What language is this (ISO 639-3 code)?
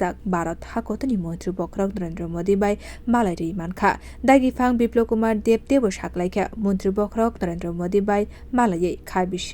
trp